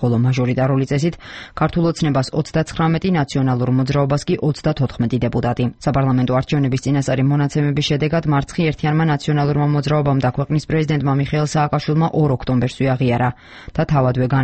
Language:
Georgian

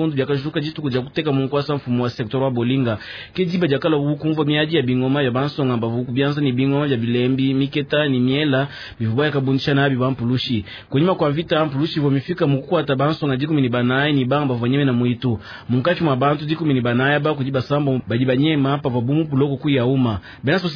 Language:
Luba-Lulua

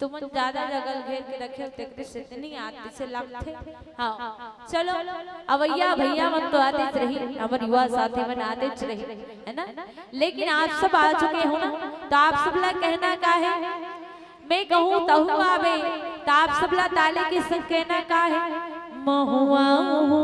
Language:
Chhattisgarhi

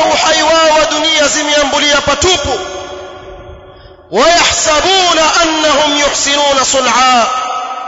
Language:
Swahili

